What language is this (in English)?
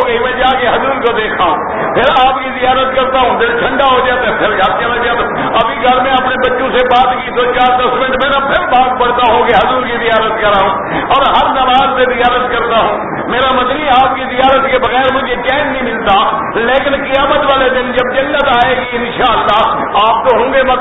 Urdu